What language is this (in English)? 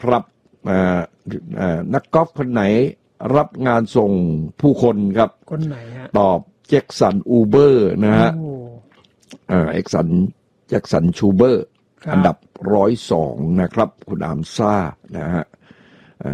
Thai